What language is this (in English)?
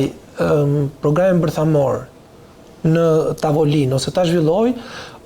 Albanian